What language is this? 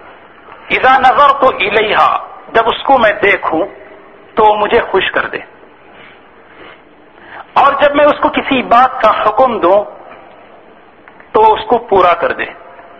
Urdu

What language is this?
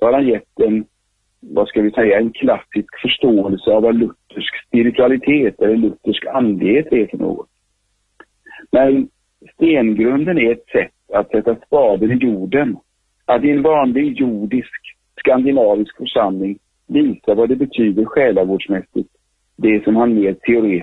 Swedish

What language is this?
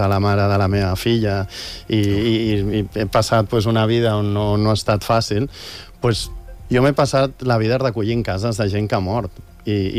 Catalan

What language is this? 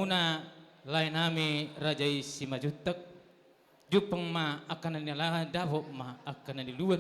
Batak Toba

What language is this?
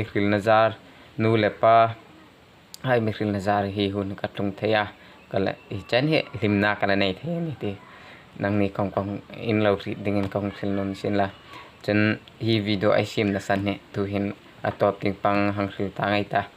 Hmar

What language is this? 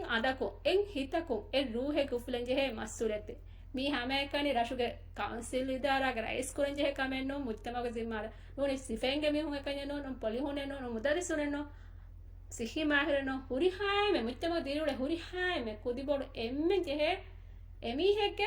Divehi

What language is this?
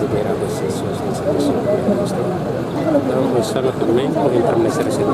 Tetum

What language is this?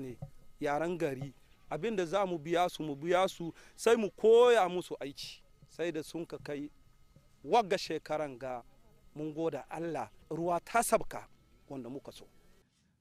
Hausa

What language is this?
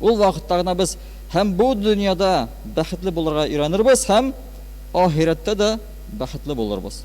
Tatar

